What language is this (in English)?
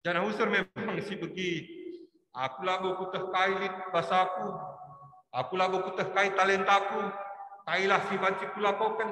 Batak Karo